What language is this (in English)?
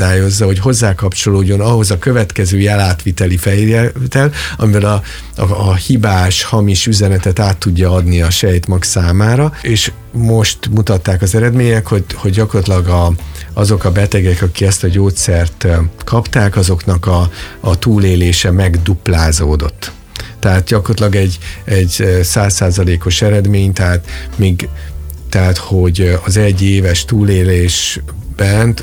Hungarian